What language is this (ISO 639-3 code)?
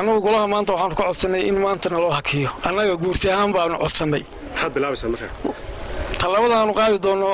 som